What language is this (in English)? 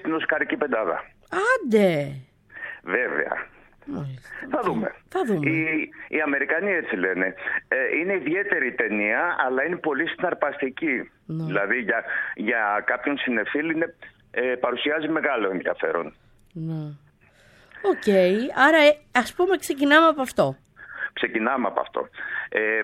Greek